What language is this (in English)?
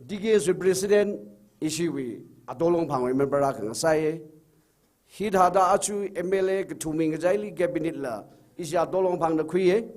Tangkhul Naga (India)